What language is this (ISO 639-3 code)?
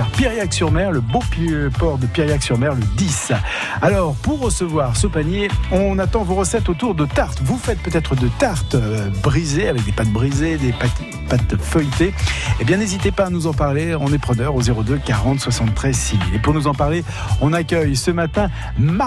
fra